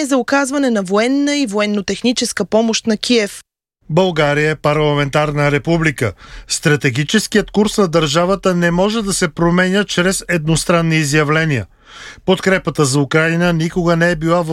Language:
Bulgarian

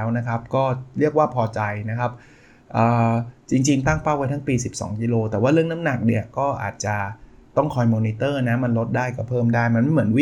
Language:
Thai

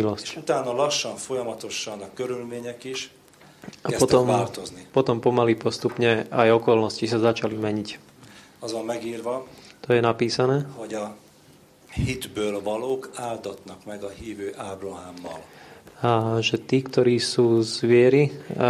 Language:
Slovak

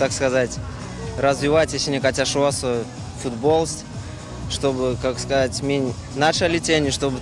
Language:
Erzya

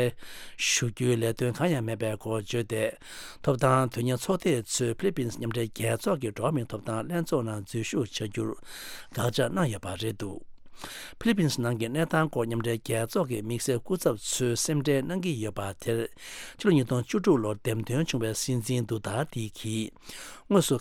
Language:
Tibetan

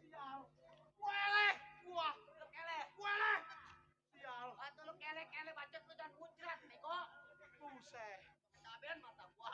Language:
Betawi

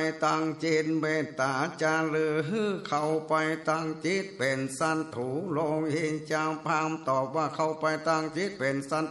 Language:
Northern Thai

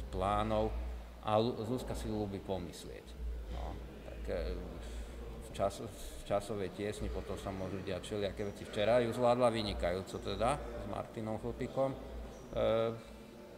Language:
Slovak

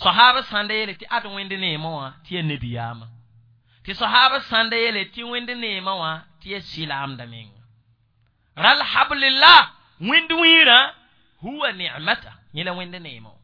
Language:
Mossi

